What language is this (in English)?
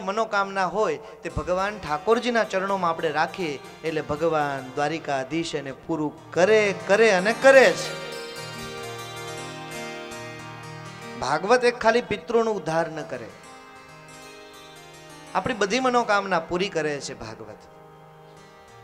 Gujarati